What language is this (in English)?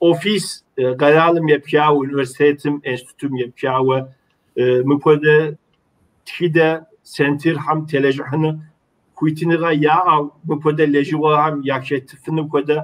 Kabardian